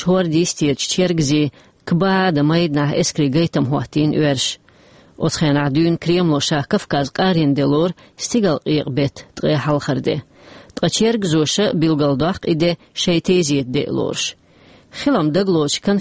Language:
Chechen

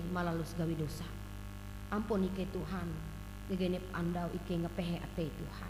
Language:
Ngaju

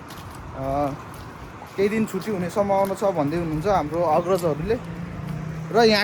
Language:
Nepali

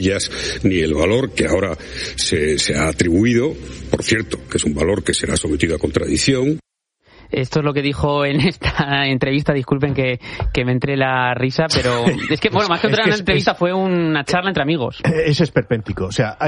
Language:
Spanish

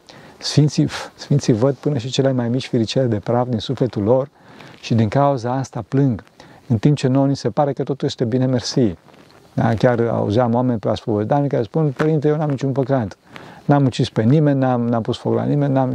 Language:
Romanian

